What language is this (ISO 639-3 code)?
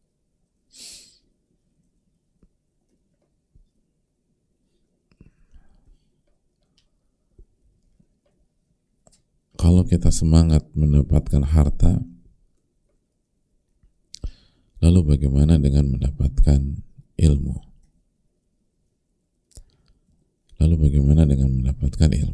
ind